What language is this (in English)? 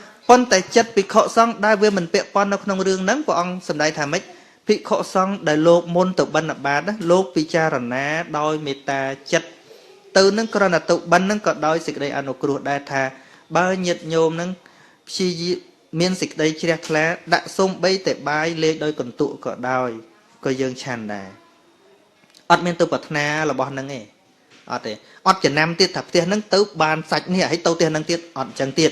Khmer